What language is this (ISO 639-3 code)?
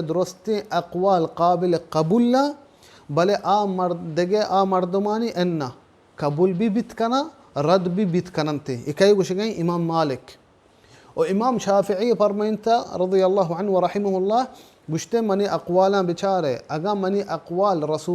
bal